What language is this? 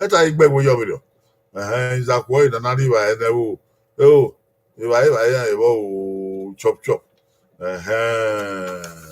Bini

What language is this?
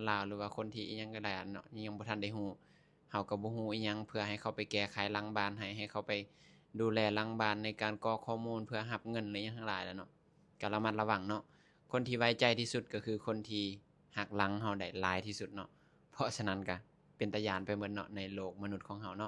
Lao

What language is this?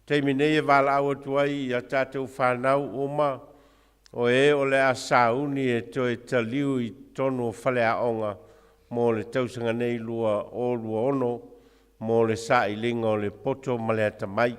Samoan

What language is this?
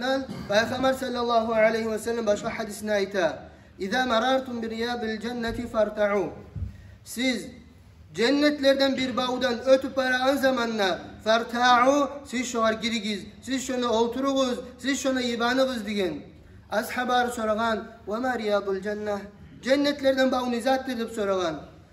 Kumyk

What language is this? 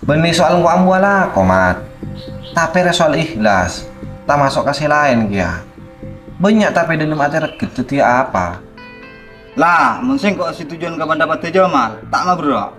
Madurese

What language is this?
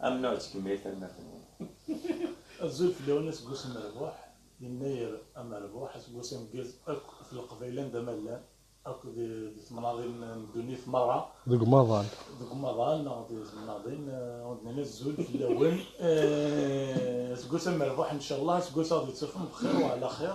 Kabyle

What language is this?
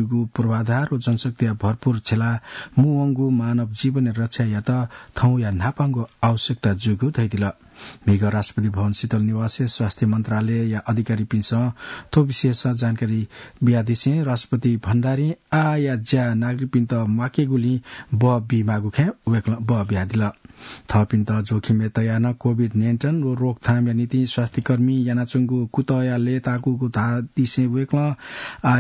Newari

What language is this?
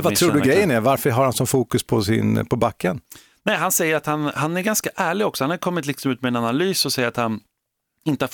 Swedish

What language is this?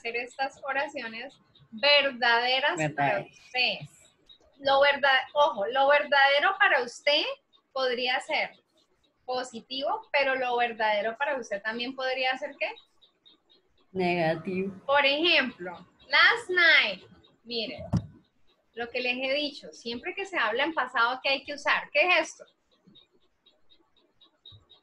Spanish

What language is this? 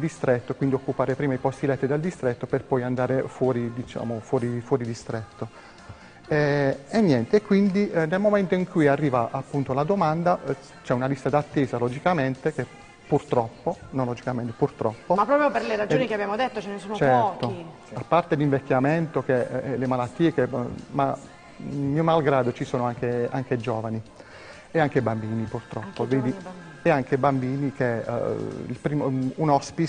Italian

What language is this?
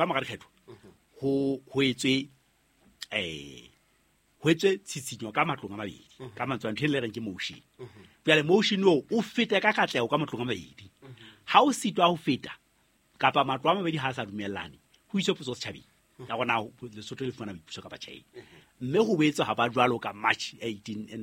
Southern Sotho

